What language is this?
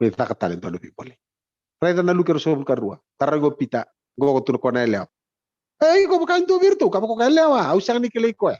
Fijian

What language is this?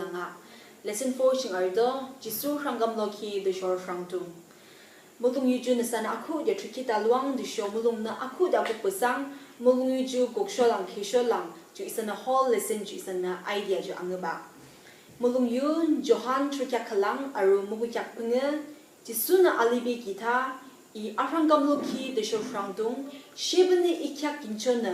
Yimchungru Naga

